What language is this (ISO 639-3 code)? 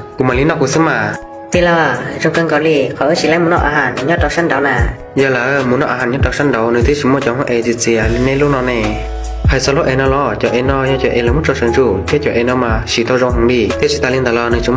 hmn